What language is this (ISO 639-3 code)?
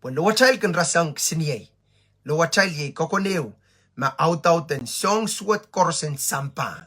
pon